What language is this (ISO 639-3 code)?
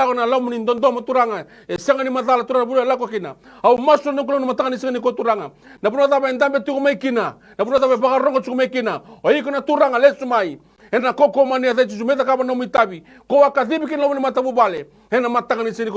fij